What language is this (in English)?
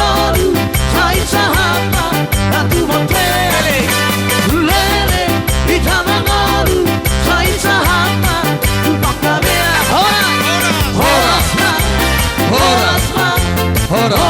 Batak Toba